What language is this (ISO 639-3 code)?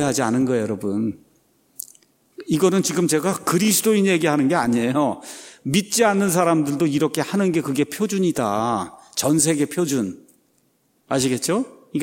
kor